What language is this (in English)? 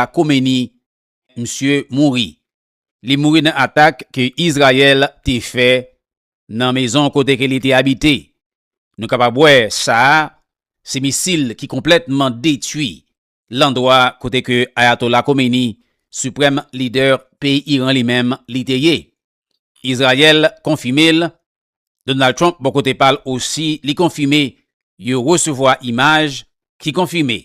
Haitian Creole